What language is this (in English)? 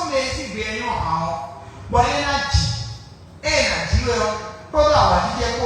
Fon